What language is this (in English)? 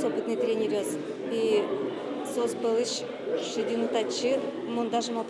Udmurt